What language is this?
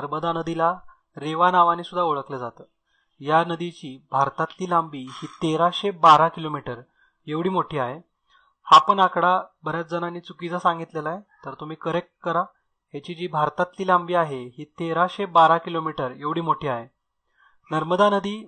Marathi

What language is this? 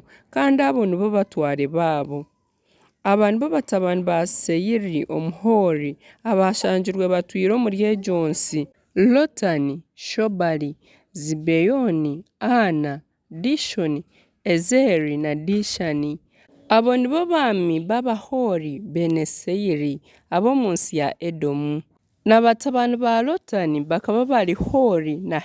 Nyankole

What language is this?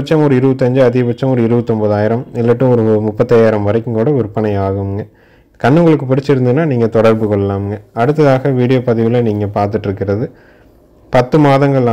Tamil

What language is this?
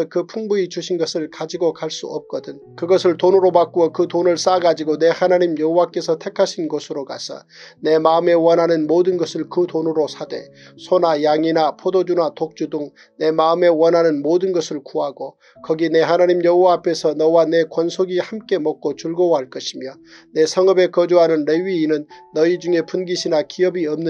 Korean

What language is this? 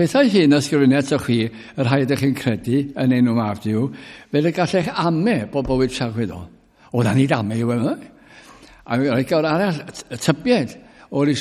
Welsh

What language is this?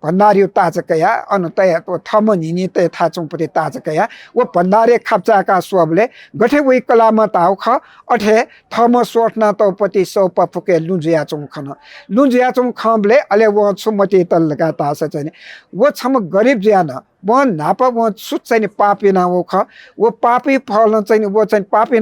Newari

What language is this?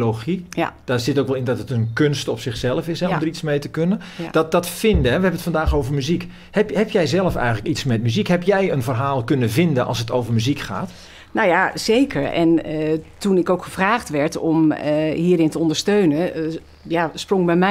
Dutch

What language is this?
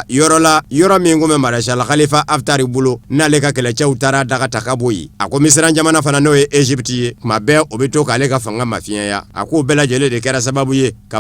Bambara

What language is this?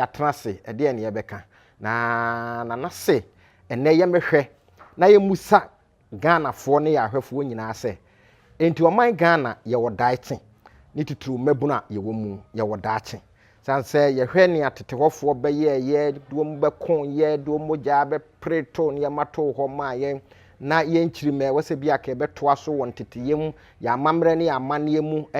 Akan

